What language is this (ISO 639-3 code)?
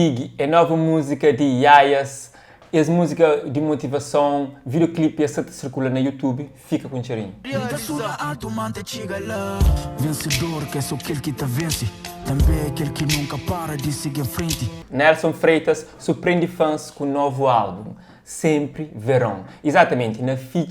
kea